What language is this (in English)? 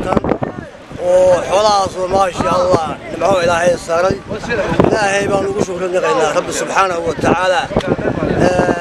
Somali